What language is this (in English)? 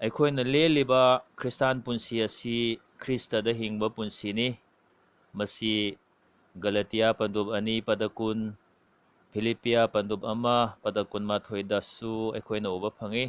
Manipuri